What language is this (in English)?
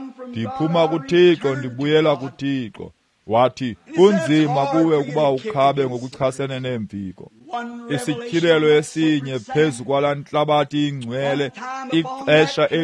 Xhosa